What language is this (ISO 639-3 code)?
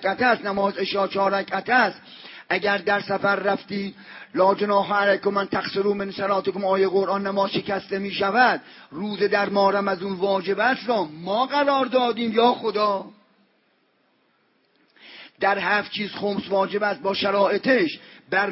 fas